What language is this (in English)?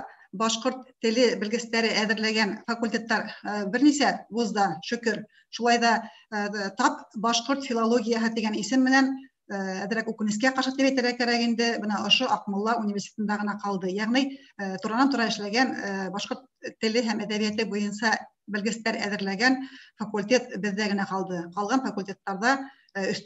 Bashkir